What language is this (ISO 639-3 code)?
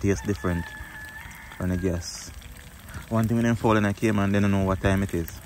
jam